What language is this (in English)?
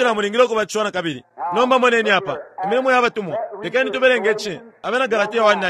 Bemba